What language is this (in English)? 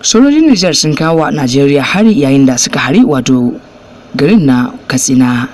Hausa